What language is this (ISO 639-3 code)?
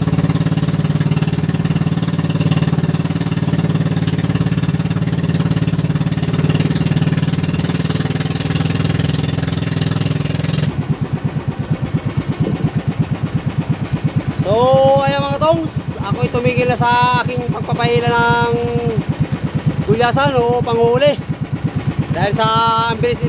fil